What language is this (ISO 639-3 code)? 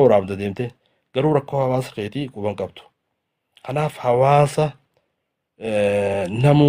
orm